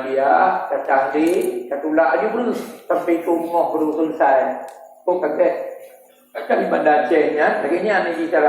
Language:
Achinese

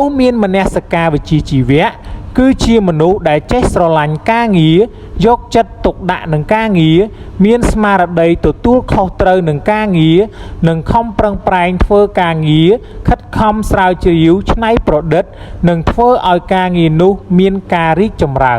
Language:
Khmer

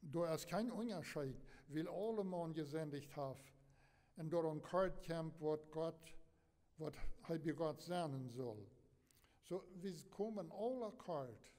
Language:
Plautdietsch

